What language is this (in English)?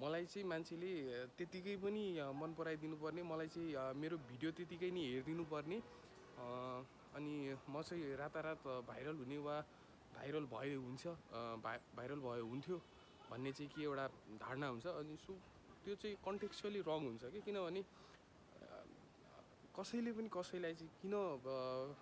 Nepali